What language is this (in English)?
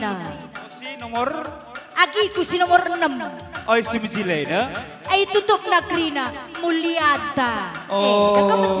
Batak Karo